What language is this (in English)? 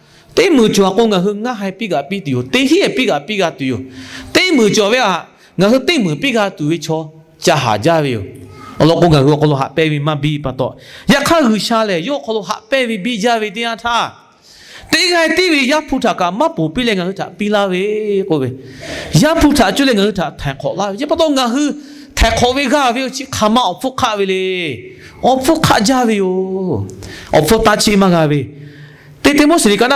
Lahu